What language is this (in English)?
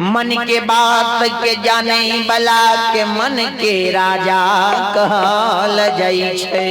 Maithili